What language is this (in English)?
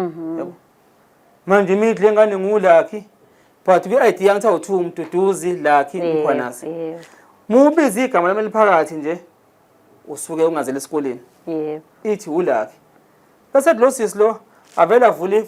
Zulu